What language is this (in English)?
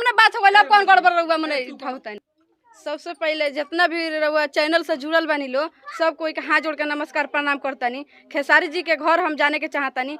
Bhojpuri